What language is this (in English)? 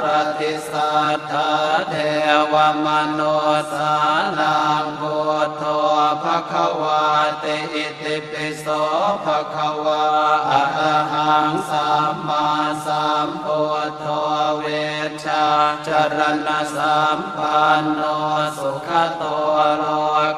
Pali